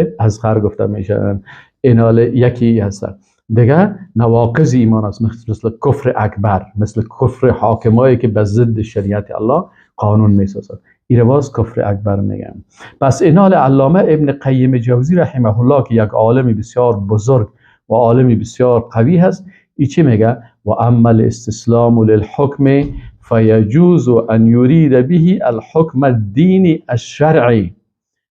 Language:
Persian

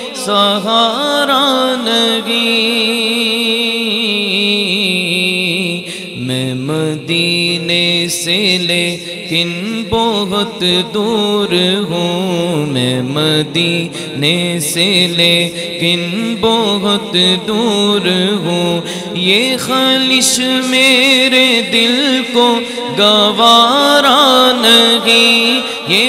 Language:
Urdu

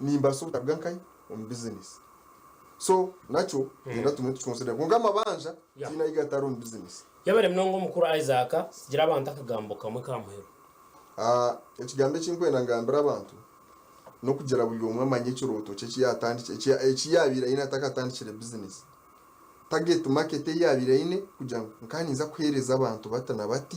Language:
Nyankole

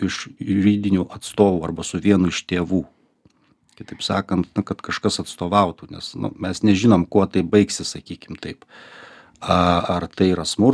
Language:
Lithuanian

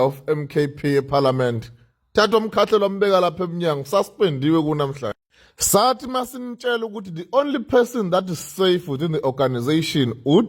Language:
Zulu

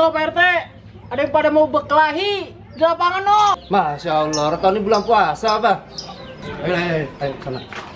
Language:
Betawi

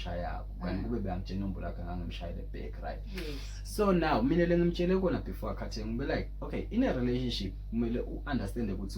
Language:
Zulu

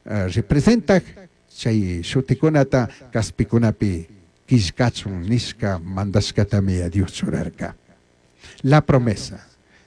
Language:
Chimborazo Highland Quichua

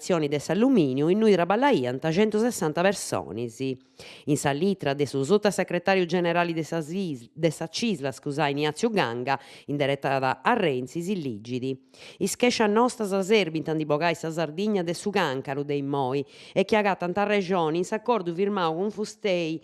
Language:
Sardinian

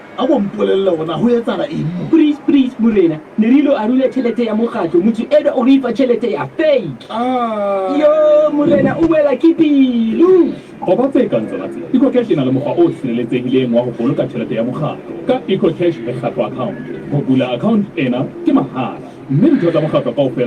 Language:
Southern Sotho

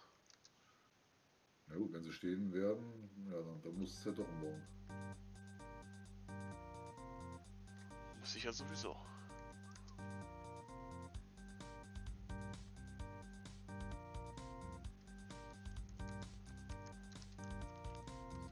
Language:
German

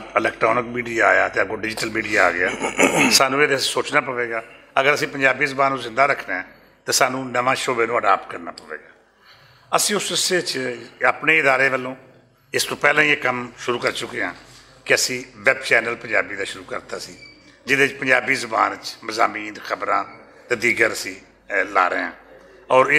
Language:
Western Panjabi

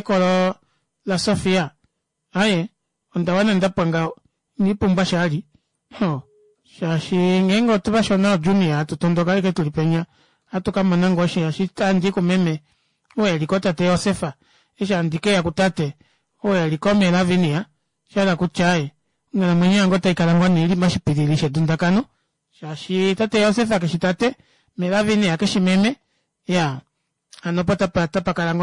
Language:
Kuanyama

